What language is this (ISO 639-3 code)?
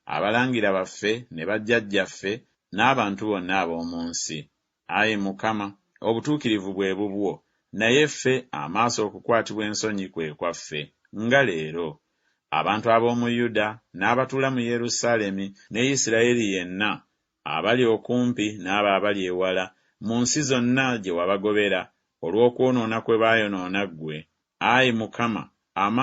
lug